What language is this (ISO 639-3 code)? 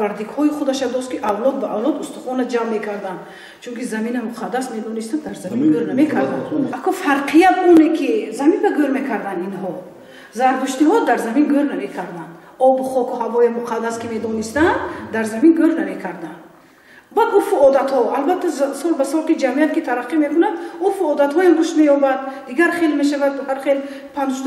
tgk